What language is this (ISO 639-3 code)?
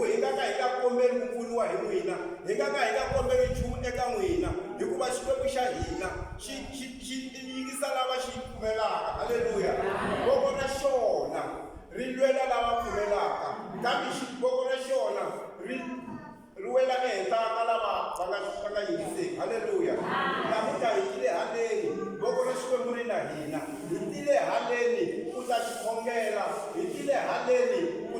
tso